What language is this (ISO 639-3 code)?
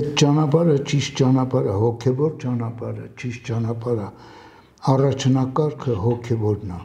hye